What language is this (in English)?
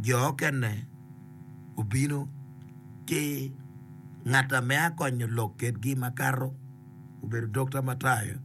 Acoli